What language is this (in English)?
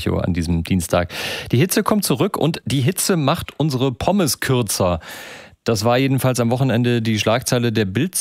German